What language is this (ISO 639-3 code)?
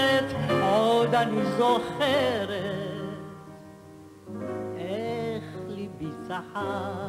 heb